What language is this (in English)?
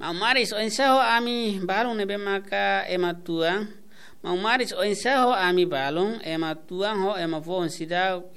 Tetum